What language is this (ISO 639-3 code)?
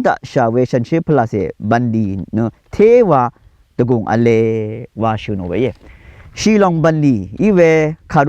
raw